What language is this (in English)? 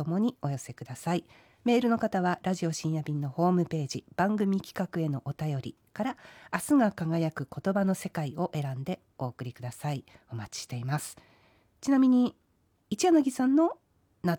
Japanese